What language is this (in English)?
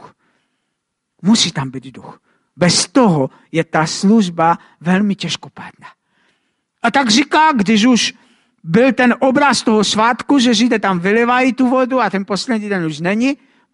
Czech